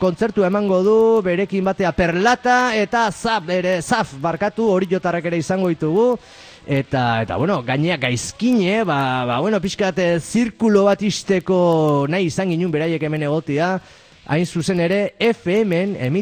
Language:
Basque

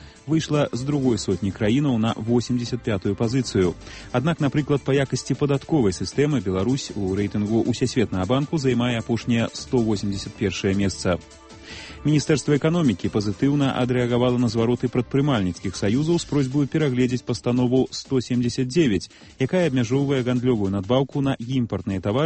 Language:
Belarusian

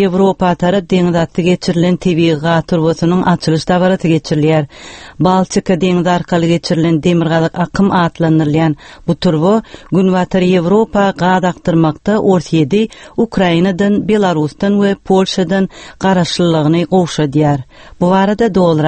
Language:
Turkmen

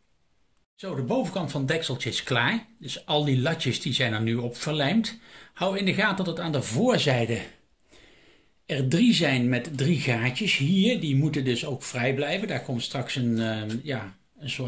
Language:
Dutch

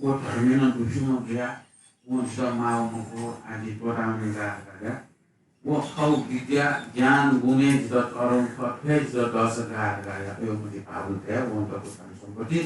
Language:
Newari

